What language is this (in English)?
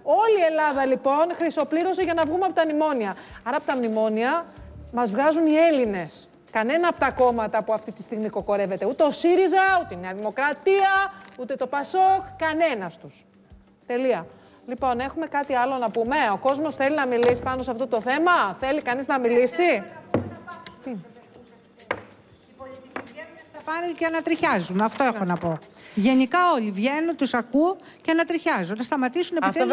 Greek